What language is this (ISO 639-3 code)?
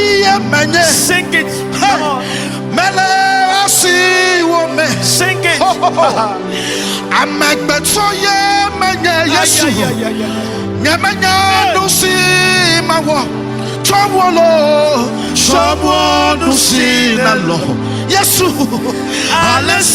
ewe